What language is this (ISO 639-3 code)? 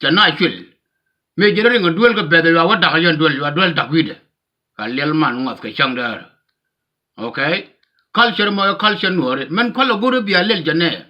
nus